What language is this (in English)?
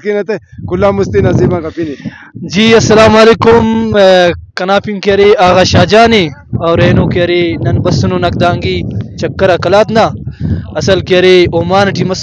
Brahui